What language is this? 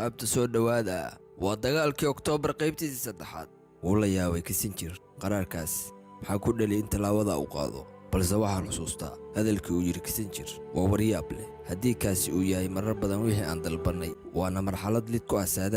Somali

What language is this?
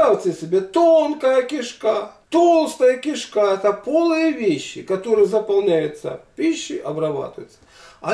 Russian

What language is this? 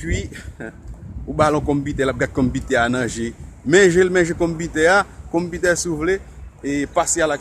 Haitian Creole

